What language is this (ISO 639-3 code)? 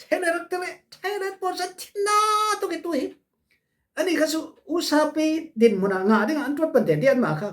cfm